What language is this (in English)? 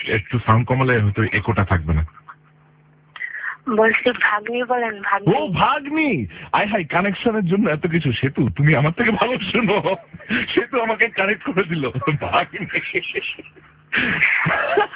Bangla